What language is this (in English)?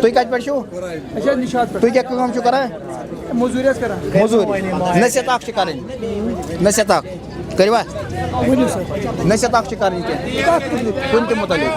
Kashmiri